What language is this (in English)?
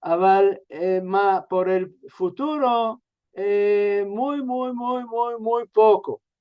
Ladino